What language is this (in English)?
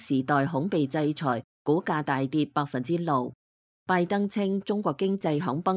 Cantonese